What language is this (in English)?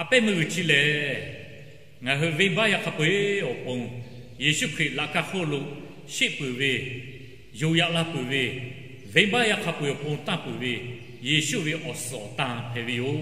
Lahu